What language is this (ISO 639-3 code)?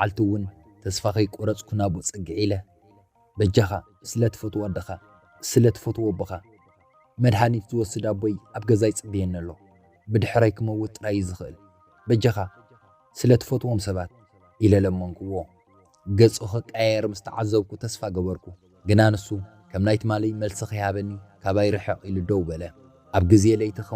tir